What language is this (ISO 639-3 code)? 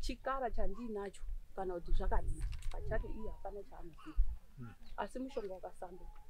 sna